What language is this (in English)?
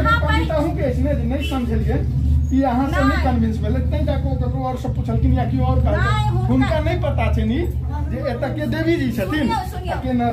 Maithili